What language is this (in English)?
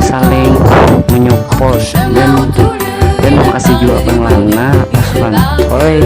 Banjar